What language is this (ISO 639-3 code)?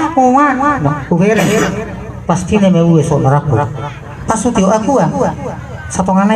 bbc